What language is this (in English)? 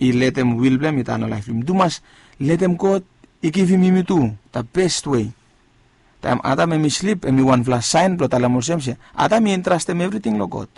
Bislama